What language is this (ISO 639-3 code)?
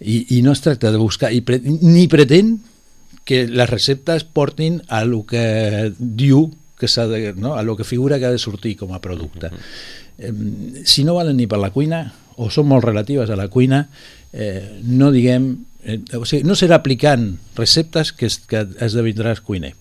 cat